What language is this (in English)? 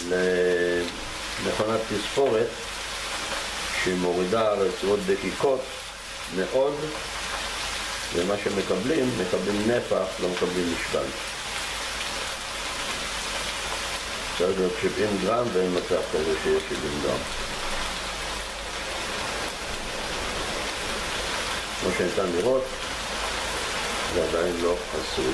Hebrew